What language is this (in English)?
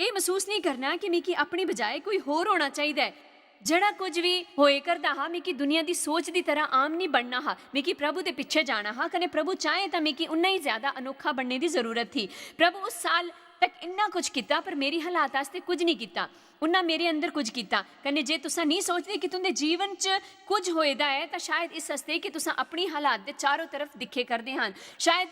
Dogri